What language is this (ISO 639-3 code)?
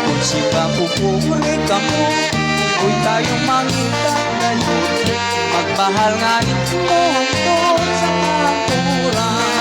war